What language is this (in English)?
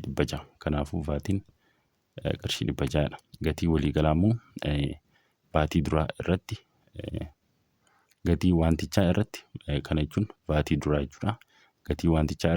Oromo